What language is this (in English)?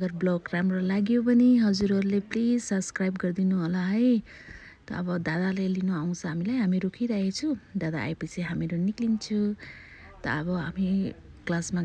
Nepali